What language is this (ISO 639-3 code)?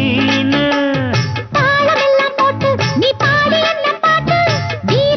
tam